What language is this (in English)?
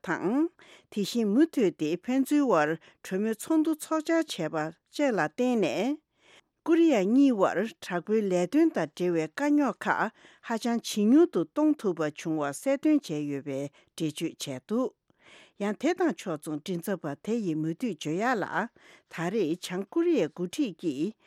Tibetan